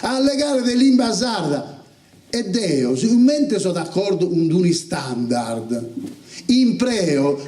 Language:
Sardinian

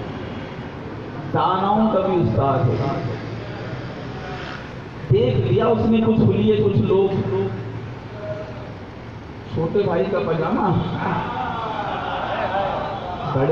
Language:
Urdu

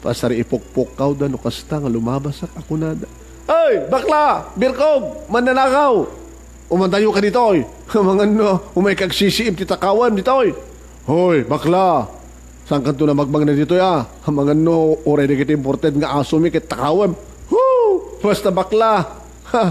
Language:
Iloko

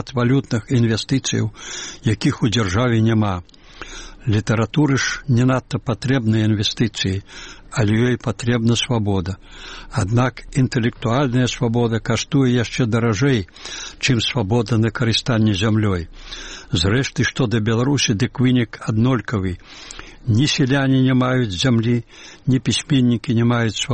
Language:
Belarusian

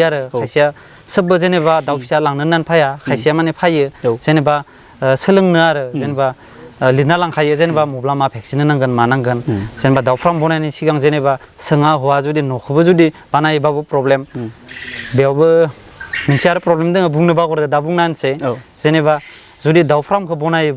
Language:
Bodo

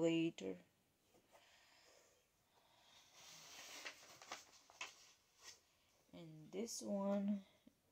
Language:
English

